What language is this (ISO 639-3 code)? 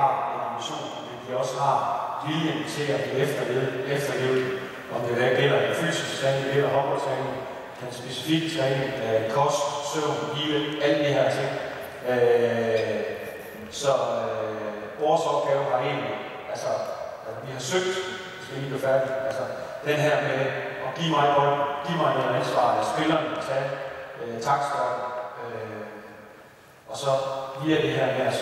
dan